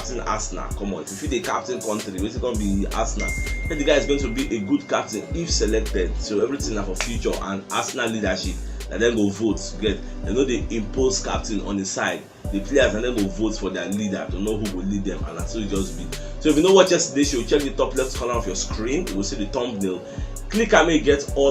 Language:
Nigerian Pidgin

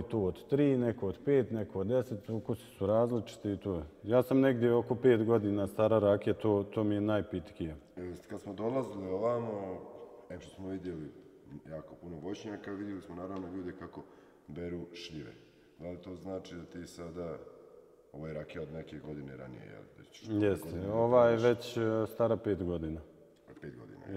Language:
Bosnian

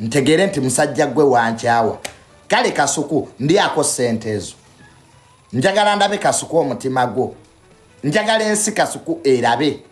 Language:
Ganda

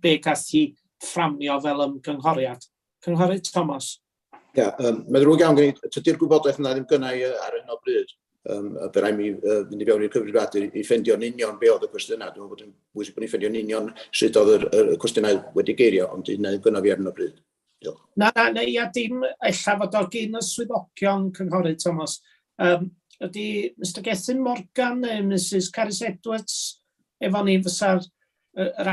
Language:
Welsh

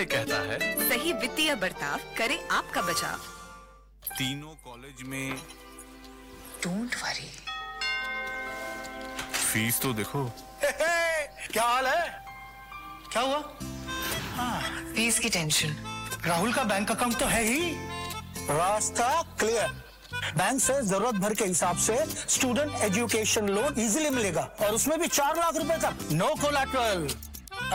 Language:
Hindi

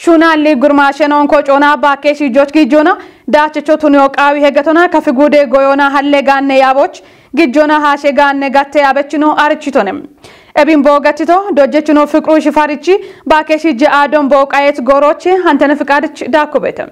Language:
Kafa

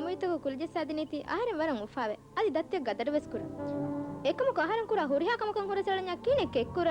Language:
Divehi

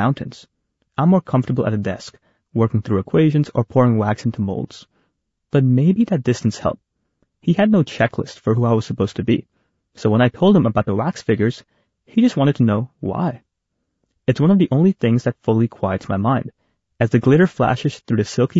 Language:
English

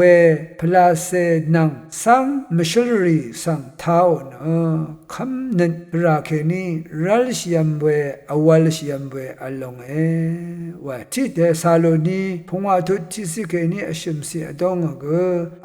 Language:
Rawang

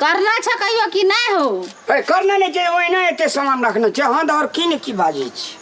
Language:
Maithili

